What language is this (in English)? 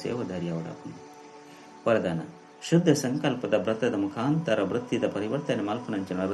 Tulu